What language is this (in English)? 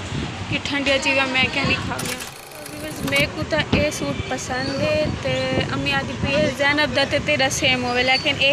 Saraiki